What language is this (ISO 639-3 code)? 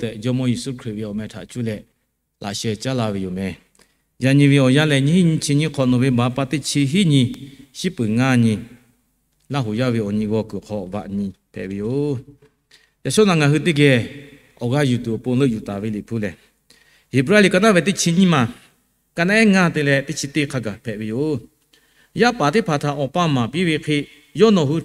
lhu